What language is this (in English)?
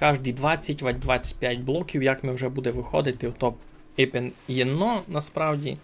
Rusyn